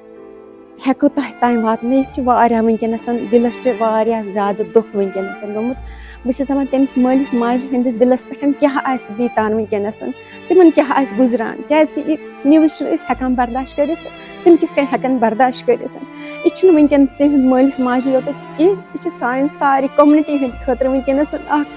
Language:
Kashmiri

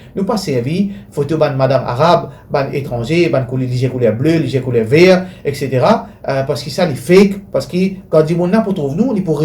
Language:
Morisyen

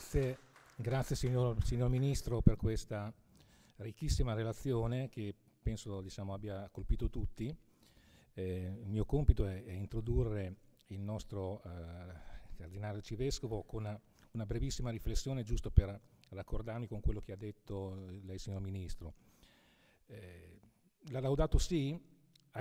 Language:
Italian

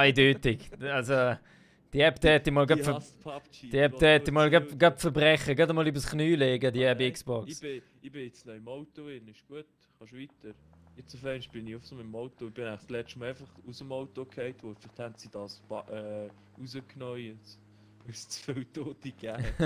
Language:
Swiss German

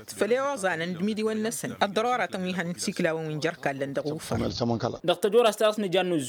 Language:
Tamasheq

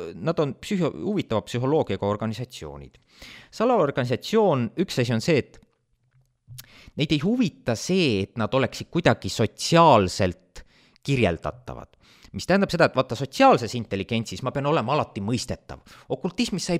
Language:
Estonian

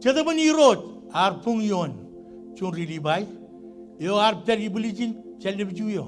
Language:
Marshallese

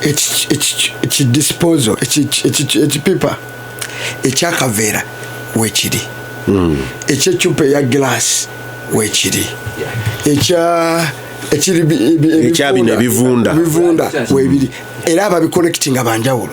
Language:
Ganda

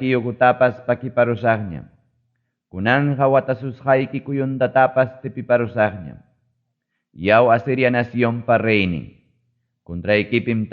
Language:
Ayacucho Quechua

